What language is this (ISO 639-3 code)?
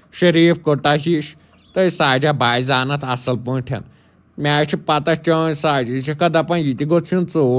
kas